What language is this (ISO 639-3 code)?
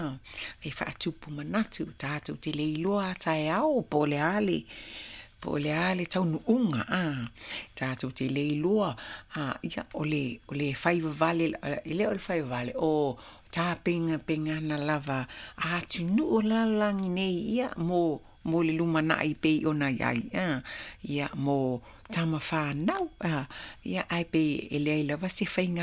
smo